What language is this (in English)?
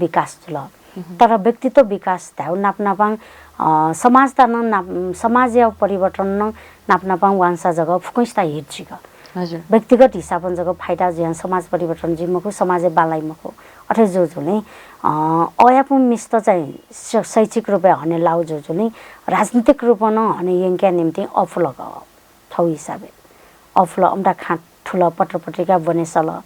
Newari